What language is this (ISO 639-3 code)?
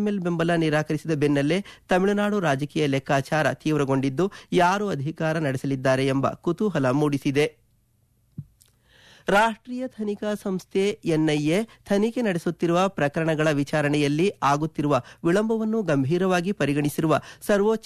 kan